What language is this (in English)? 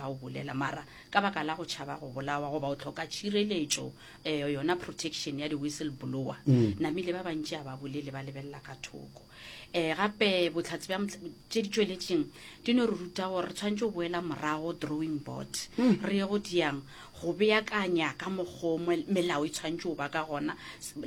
Northern Sotho